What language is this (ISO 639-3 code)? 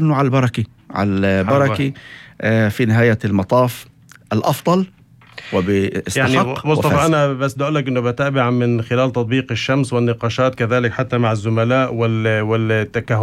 apc